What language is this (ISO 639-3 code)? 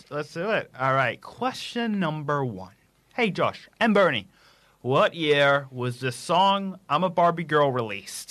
eng